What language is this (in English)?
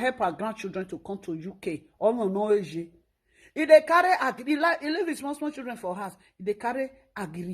Nigerian Pidgin